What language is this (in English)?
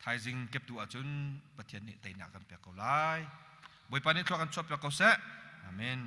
Hakha Chin